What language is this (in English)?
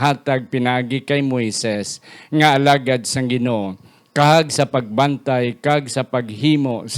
Hiligaynon